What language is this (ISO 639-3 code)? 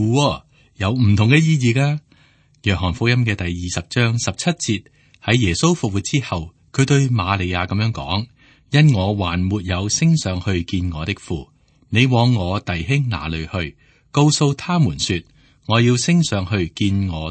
yue